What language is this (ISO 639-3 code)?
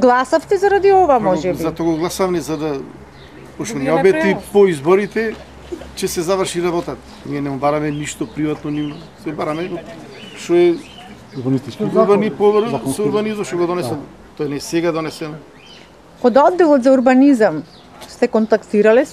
mkd